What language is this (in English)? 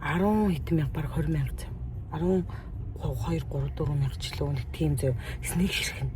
Mongolian